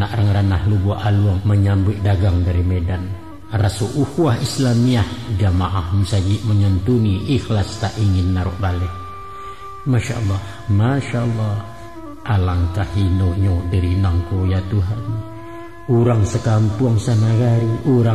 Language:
Minangkabau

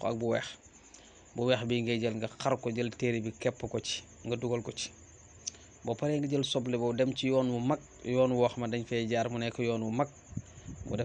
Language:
Wolof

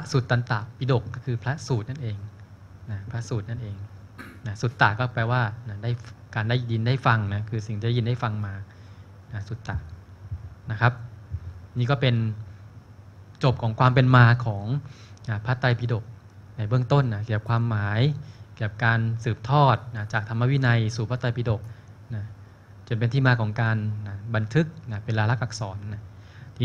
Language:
Thai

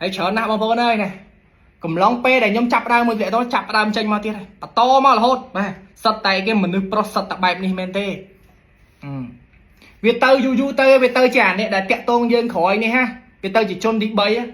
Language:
Khmer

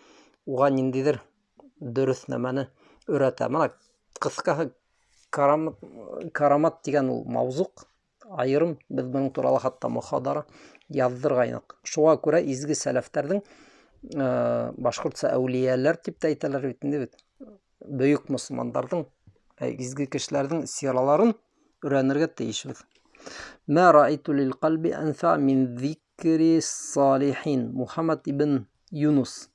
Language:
Bashkir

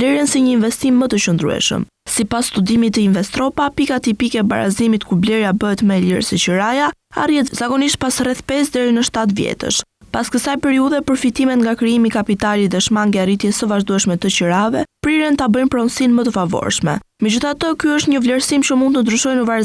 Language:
Albanian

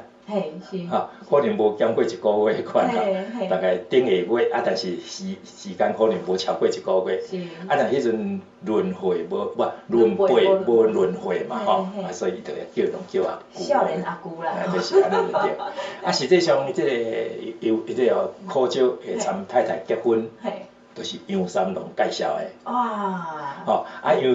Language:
Min Nan Chinese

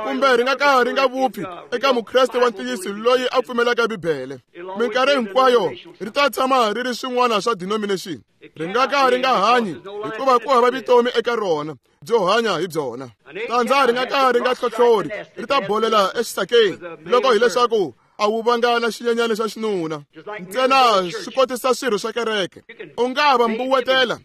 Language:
Tsonga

